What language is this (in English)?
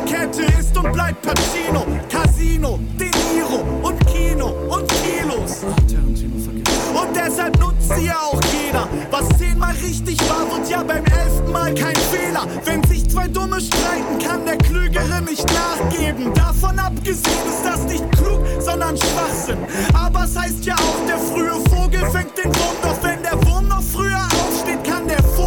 German